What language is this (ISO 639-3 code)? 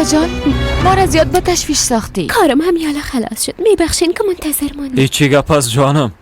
fas